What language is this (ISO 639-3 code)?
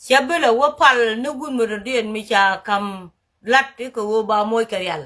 nus